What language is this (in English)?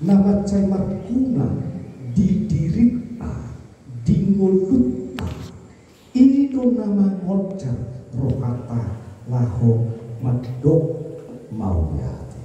Batak Toba